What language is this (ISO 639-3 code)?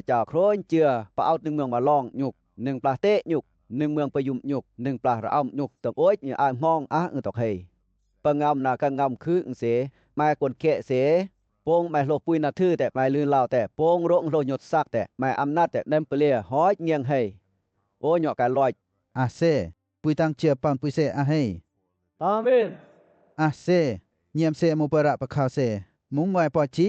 lcp